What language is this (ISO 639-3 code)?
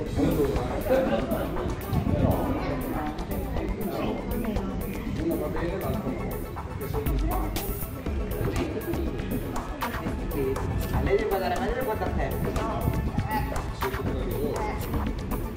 ita